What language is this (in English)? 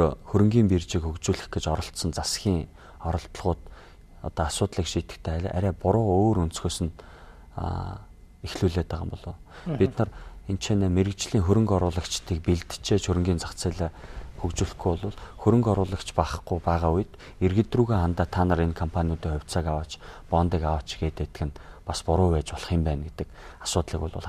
Mongolian